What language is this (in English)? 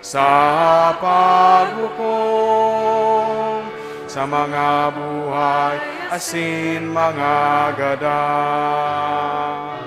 Bikol